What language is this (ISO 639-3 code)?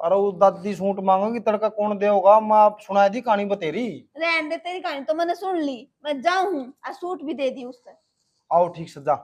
bgc